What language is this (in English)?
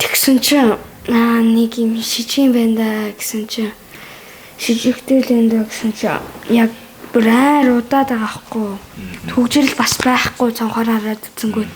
Mongolian